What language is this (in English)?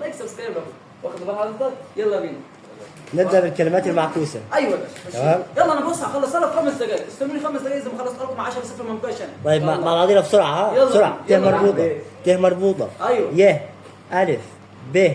Egyptian Arabic